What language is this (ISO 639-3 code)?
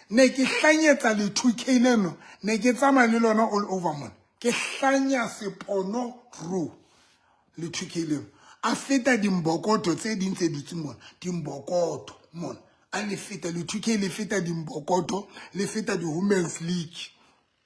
sot